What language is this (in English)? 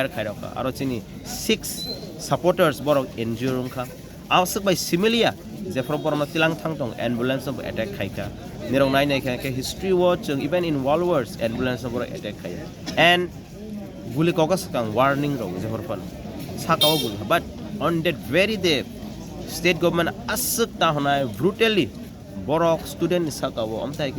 Kok Borok